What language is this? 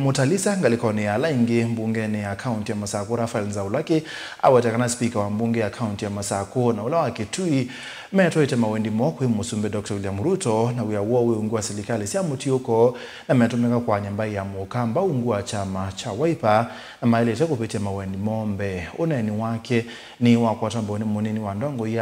Kamba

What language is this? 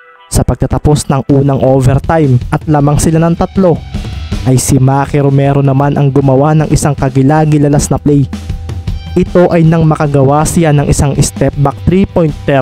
Filipino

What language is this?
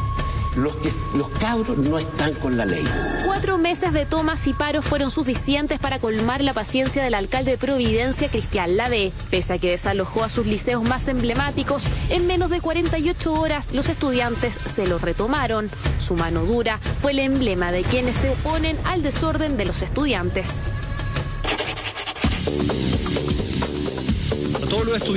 Spanish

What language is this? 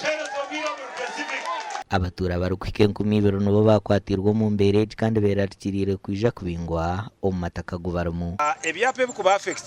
Nyankole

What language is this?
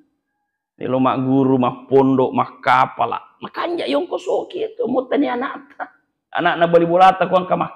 Buginese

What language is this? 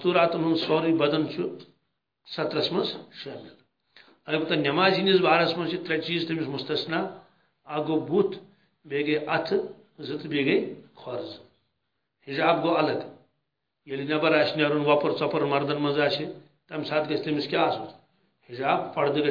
Kashmiri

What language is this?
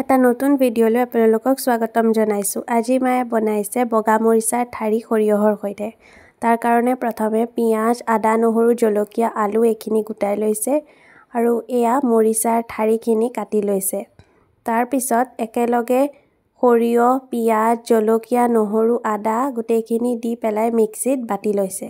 Assamese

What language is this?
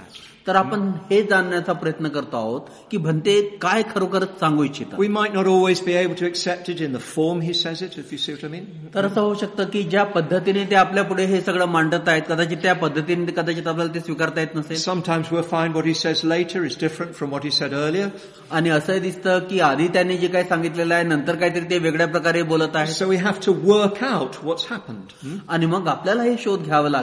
Marathi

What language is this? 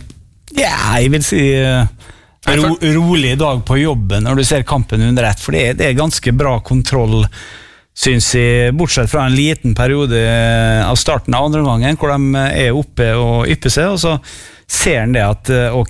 Norwegian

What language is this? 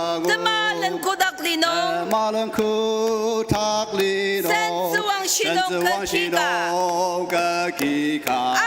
Ao Naga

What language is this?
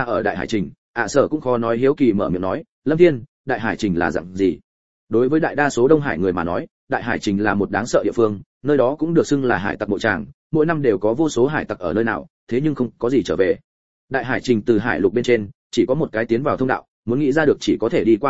Vietnamese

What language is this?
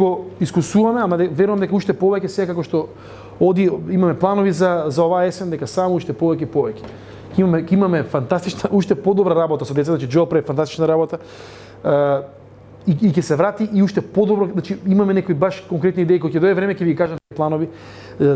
Macedonian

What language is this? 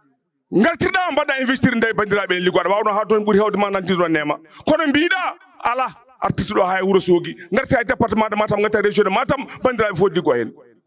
Fula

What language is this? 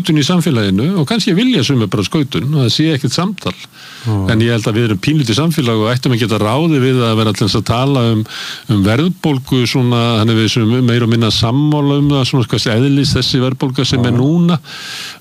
Icelandic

